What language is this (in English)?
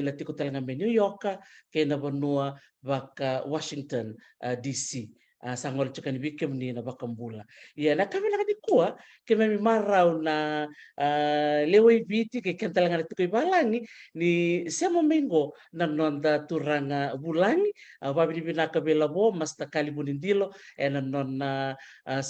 Fijian